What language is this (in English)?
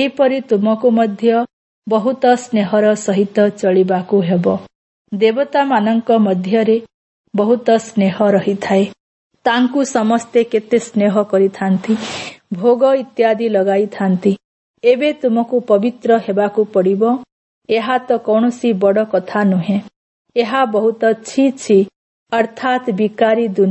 Odia